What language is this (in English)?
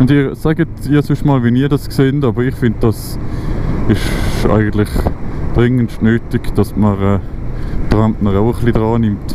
Swiss German